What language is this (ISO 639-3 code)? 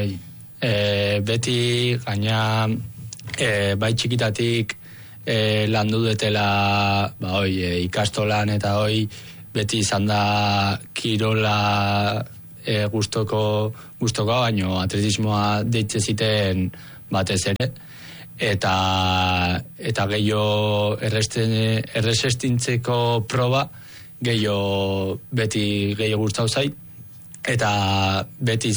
eus